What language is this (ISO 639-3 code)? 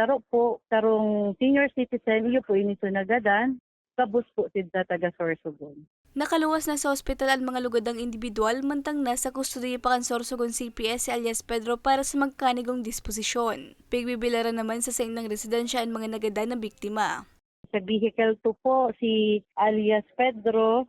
bik